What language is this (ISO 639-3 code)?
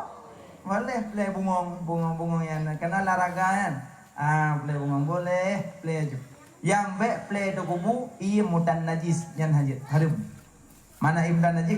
ace